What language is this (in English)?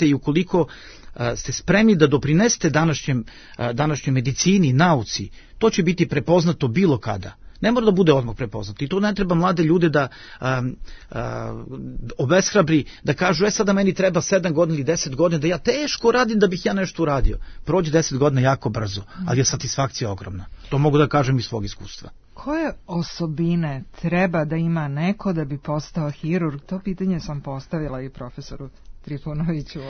Serbian